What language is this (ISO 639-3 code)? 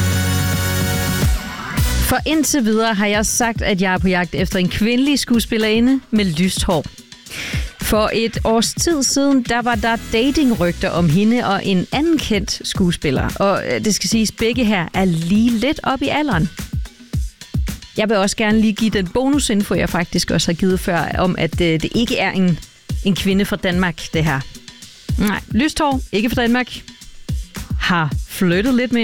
dan